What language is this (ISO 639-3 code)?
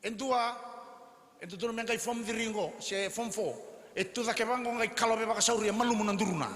fij